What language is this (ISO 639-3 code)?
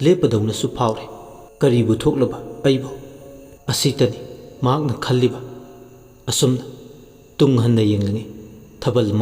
mni